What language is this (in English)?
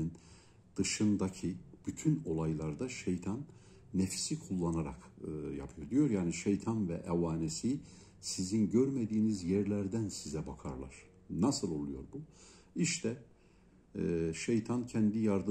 Turkish